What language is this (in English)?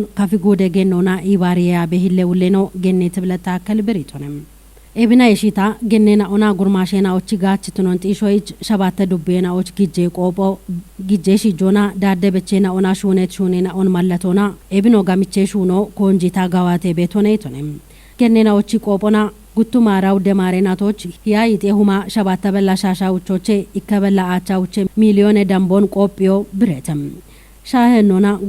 Kafa